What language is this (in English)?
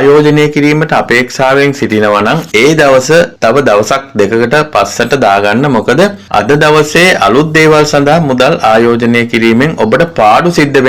Sinhala